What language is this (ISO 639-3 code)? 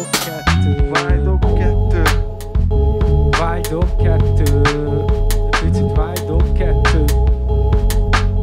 hun